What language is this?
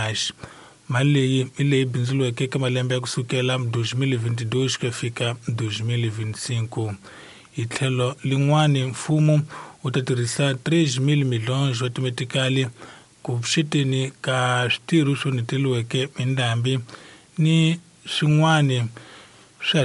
Tsonga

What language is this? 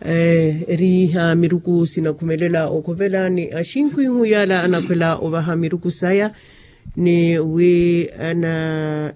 Makhuwa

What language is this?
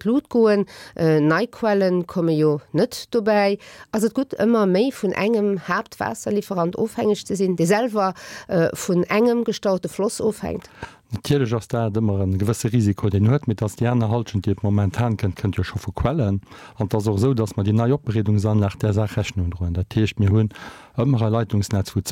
Luxembourgish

